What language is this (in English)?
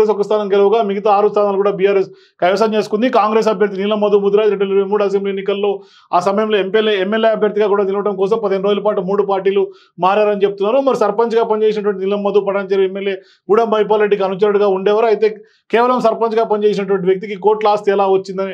Telugu